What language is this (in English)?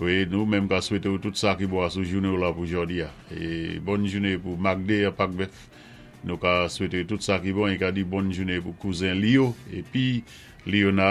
Saint Lucian Creole French